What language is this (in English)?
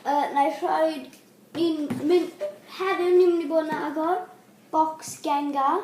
Welsh